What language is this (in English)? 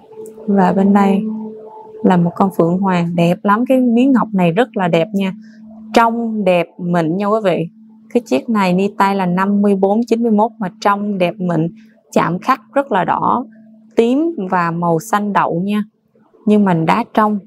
Vietnamese